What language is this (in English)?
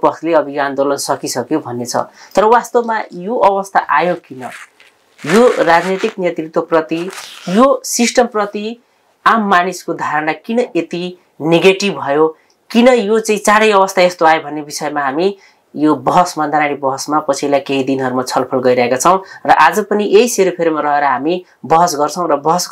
Nepali